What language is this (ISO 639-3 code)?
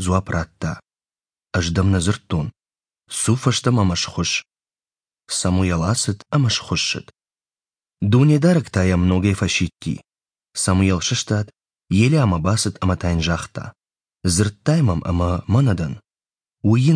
oss